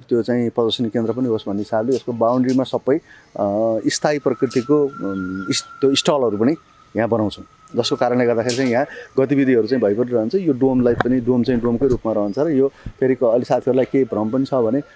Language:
Nepali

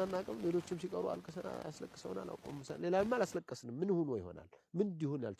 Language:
Amharic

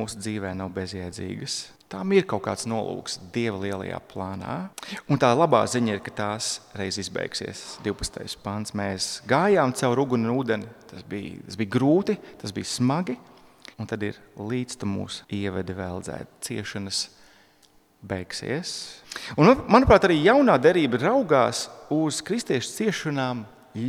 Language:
Latvian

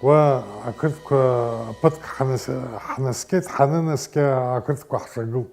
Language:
Abkhazian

